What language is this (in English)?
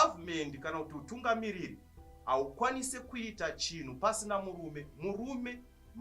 Shona